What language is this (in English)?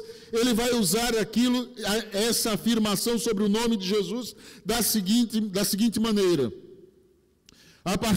Portuguese